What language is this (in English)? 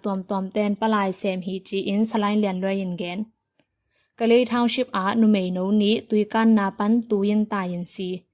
Tedim Chin